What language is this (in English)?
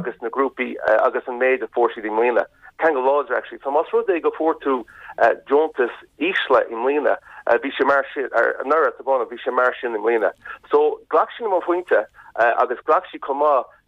Irish